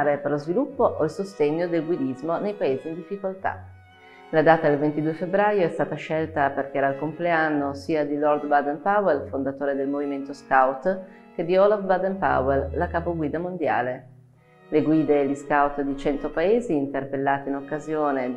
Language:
Italian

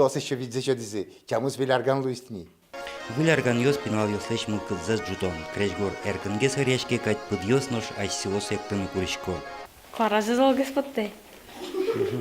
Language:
Udmurt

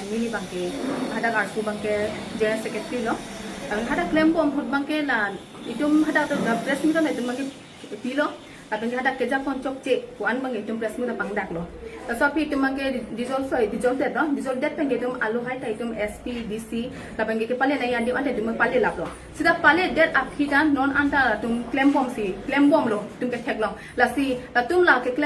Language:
Karbi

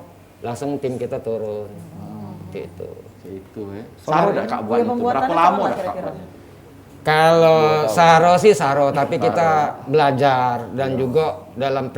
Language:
Musi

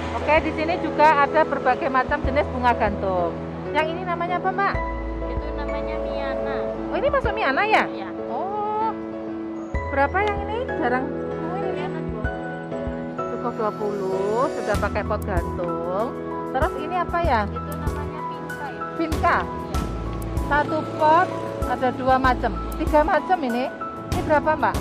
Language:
Indonesian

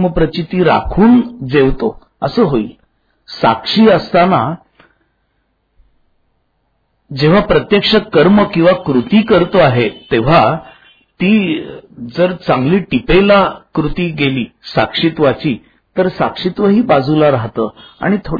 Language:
Marathi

